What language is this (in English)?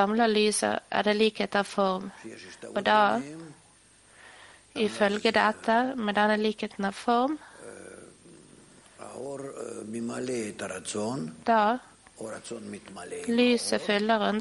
Norwegian